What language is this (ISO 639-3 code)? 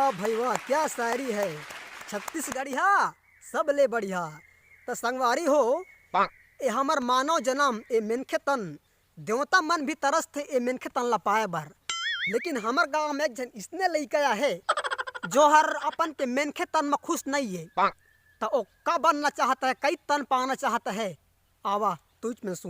hne